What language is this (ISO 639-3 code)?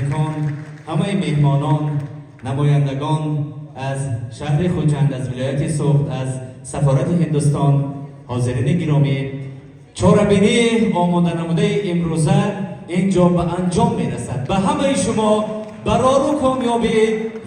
tgk